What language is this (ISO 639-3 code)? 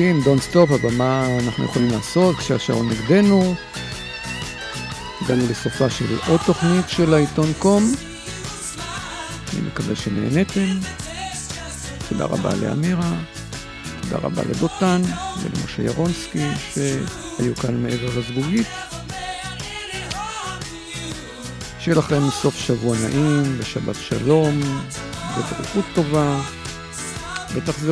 heb